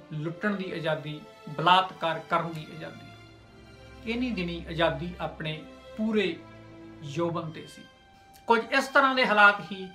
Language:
Punjabi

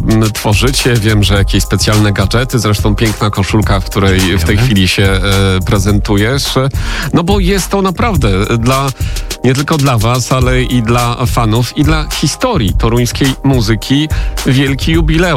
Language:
Polish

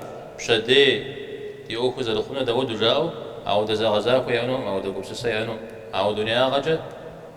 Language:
Kabardian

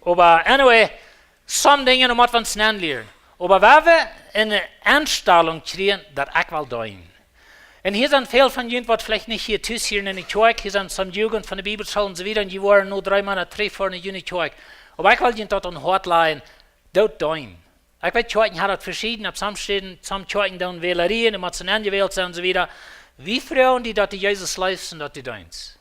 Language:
Plautdietsch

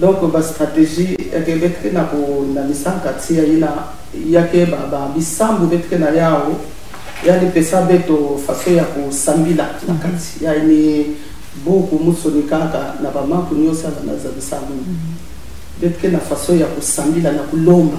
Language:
Kituba (Congo)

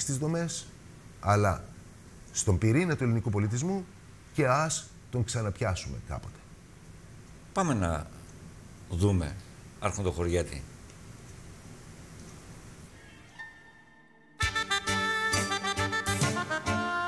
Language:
Greek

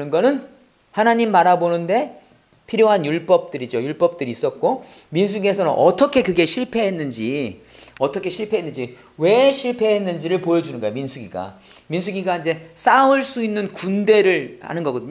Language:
Korean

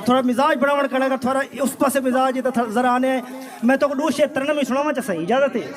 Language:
Saraiki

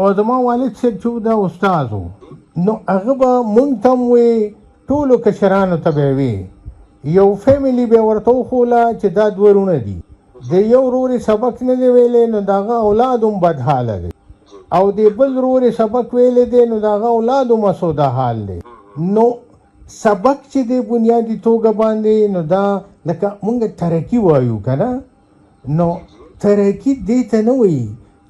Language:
Pashto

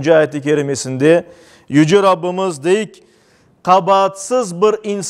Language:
Crimean Tatar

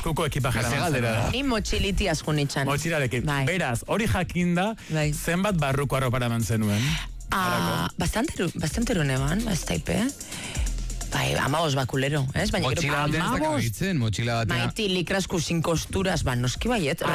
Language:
Basque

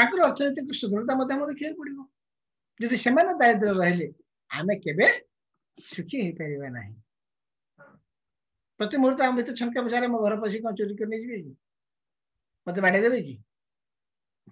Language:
Odia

